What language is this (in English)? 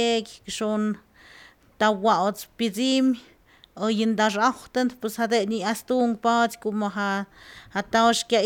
Slovenian